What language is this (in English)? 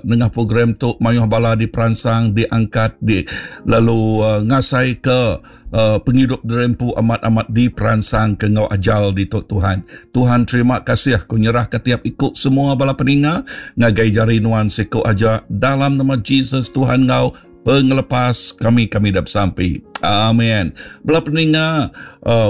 Iban